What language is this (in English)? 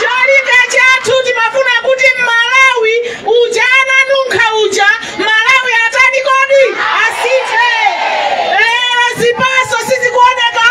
Nyanja